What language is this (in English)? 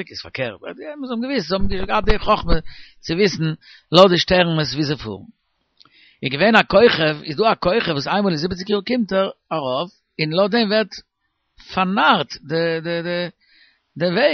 Yiddish